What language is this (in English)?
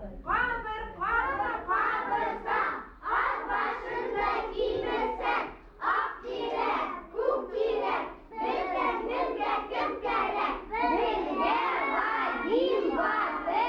Bashkir